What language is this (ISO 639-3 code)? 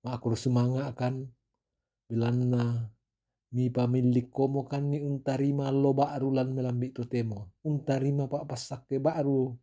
sda